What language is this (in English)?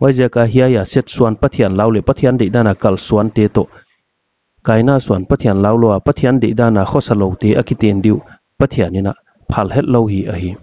Paite Chin